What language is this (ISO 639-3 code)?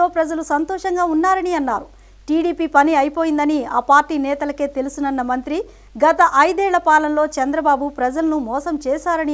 tel